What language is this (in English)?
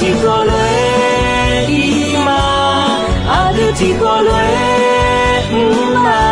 Akha